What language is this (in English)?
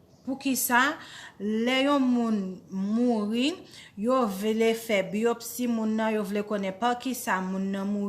Haitian Creole